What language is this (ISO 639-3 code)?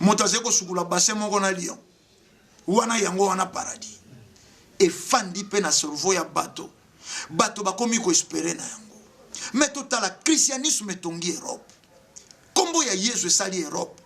lin